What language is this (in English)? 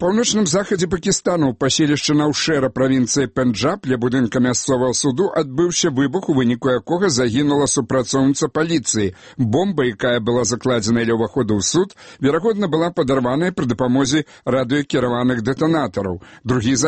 Belarusian